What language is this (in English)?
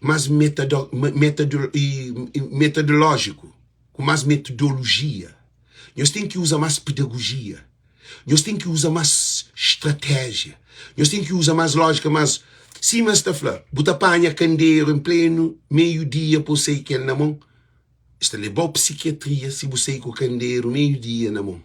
Kabuverdianu